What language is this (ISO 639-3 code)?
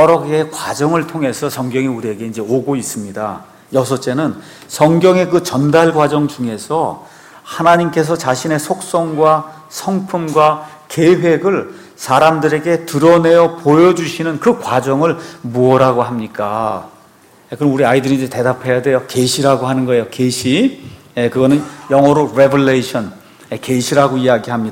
kor